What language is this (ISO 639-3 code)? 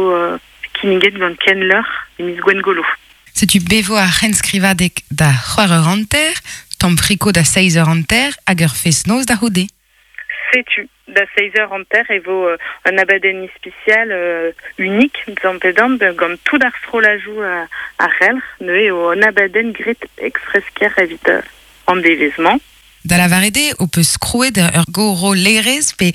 bre